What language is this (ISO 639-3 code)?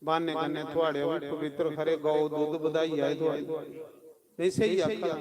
doi